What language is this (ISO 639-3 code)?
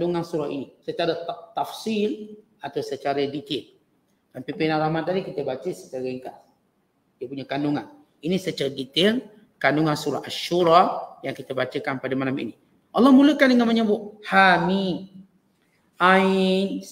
msa